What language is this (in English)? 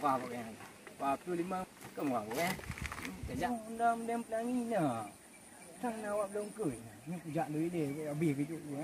Achinese